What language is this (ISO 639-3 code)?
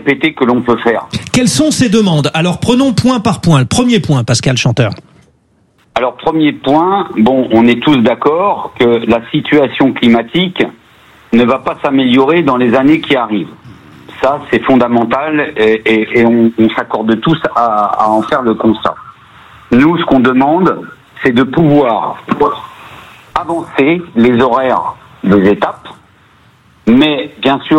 fra